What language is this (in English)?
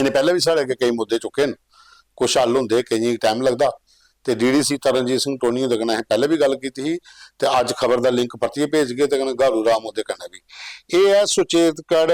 Dogri